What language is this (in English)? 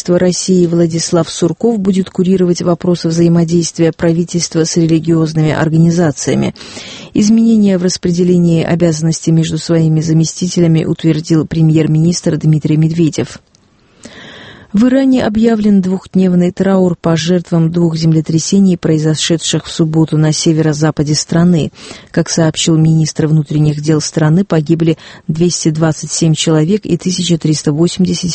Russian